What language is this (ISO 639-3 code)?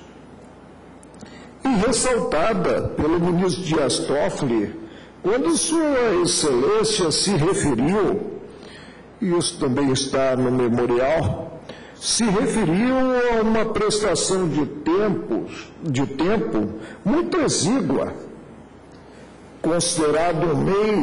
por